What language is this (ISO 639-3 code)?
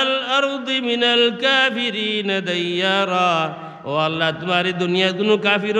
syl